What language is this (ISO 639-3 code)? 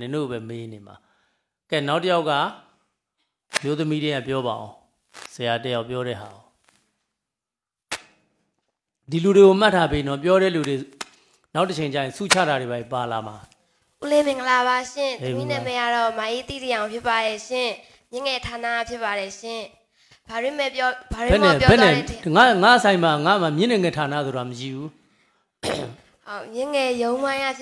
mya